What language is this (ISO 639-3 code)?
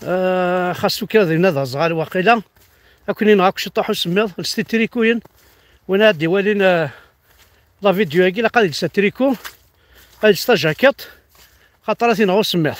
kab